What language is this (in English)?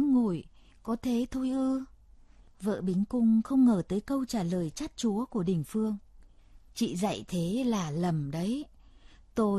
Vietnamese